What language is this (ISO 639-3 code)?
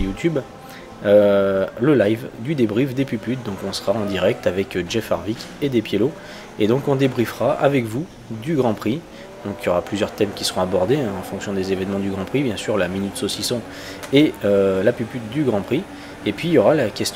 fra